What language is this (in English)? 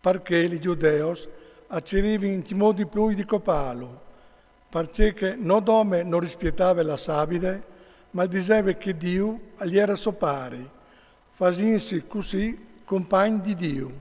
Friulian